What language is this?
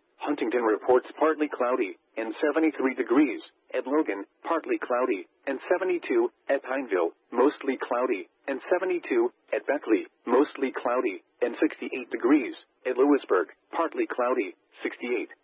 English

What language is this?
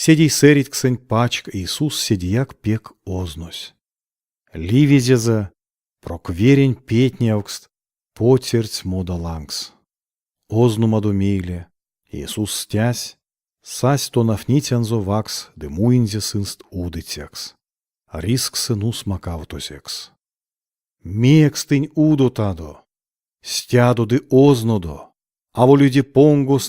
Erzya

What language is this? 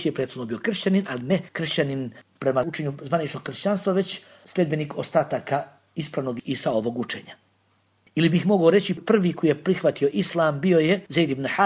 Bosnian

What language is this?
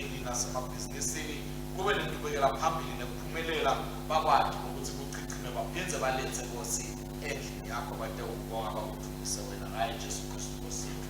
Swati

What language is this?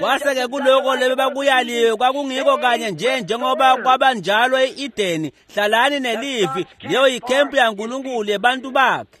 Swati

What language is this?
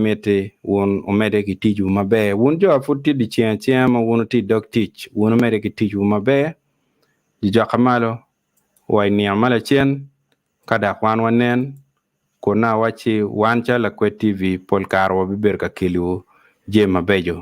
Acoli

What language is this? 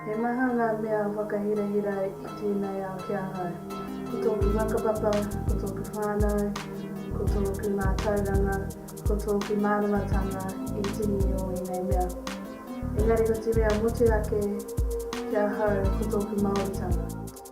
Māori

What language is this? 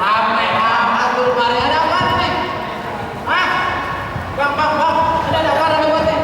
Betawi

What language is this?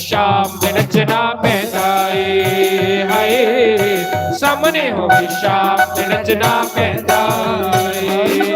Dogri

